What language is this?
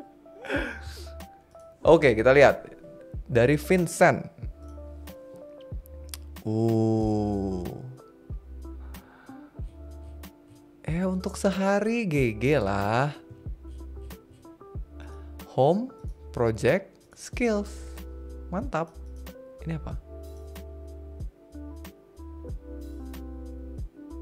Indonesian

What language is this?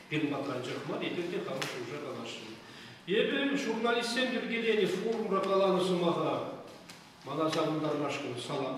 Chuvash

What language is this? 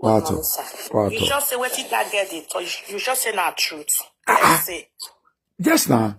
Nigerian Pidgin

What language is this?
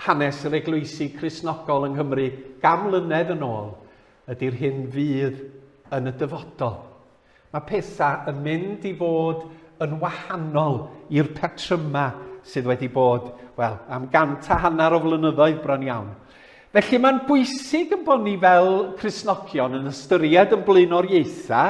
Welsh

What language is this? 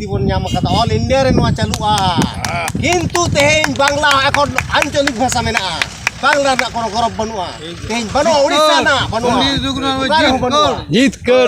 Santali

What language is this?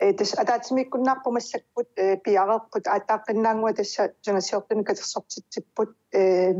Kalaallisut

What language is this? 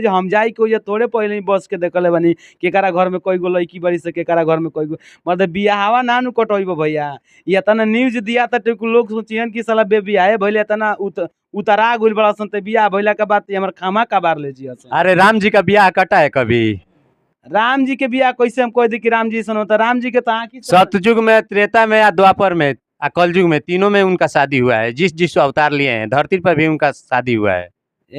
Bhojpuri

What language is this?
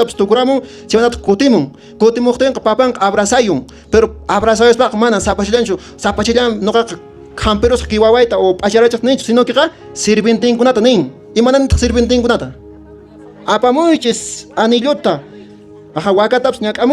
Quechua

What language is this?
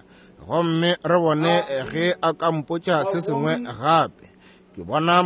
Northern Sotho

